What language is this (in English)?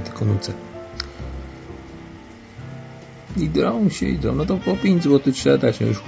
Polish